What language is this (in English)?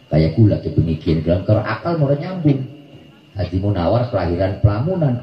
Indonesian